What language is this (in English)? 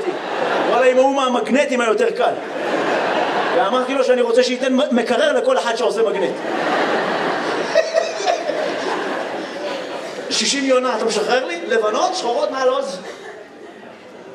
Hebrew